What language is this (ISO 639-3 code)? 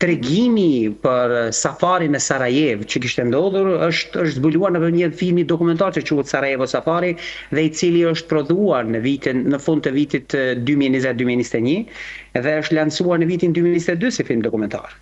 sqi